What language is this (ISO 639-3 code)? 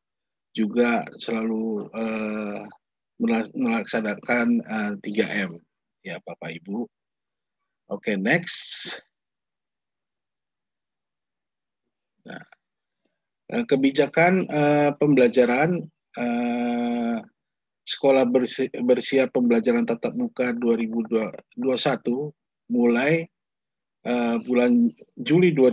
ind